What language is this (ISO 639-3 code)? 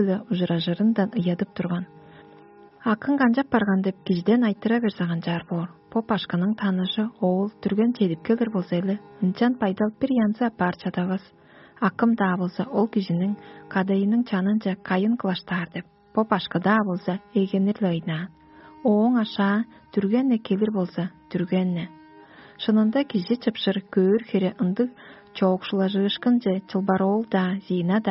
tyv